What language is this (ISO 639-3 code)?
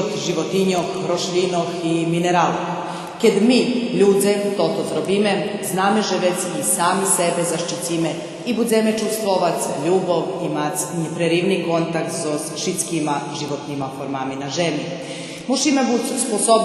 rue